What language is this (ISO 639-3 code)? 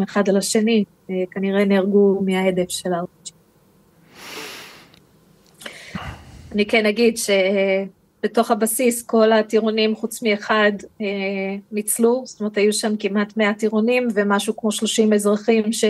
heb